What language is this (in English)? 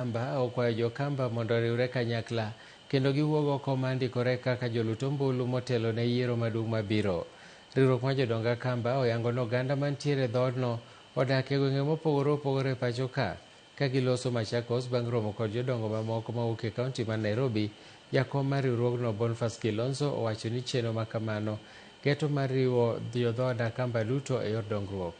Luo (Kenya and Tanzania)